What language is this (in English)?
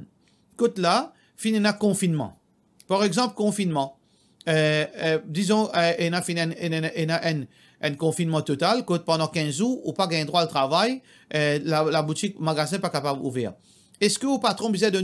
Morisyen